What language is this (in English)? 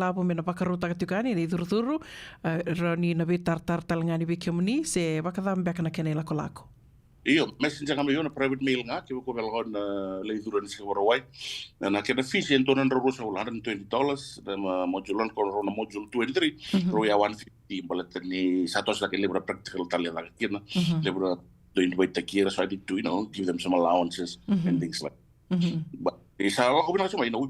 Fijian